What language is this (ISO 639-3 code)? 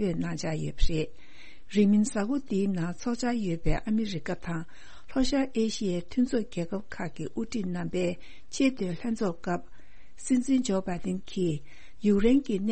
bod